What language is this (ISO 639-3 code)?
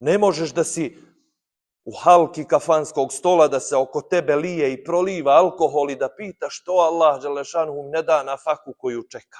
bos